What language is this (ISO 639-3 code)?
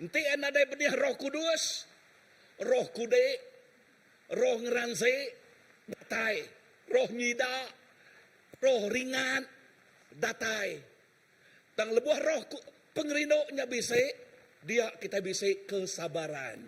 iba